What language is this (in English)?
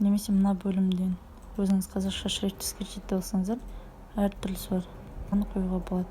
Kazakh